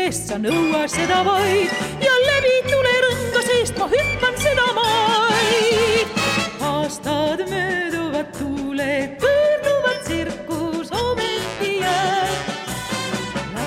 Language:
Estonian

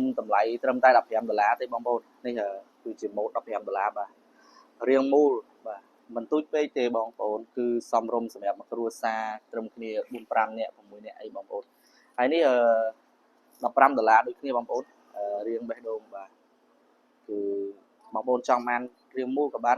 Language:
Khmer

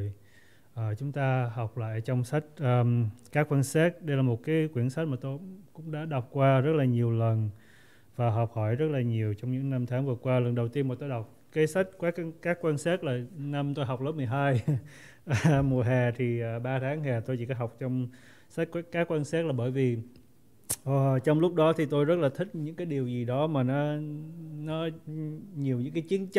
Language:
Vietnamese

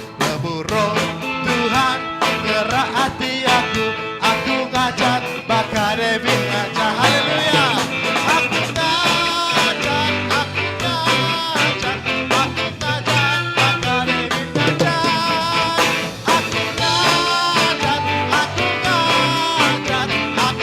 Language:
Iban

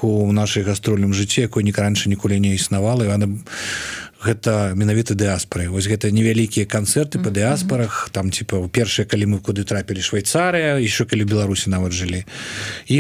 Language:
Belarusian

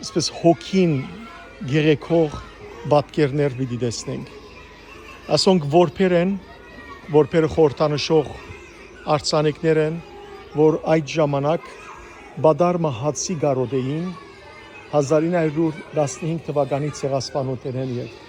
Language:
Western Armenian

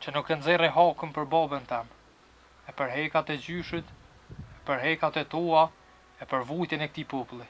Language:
Albanian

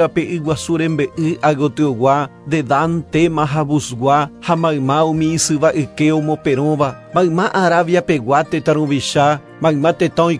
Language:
Guarani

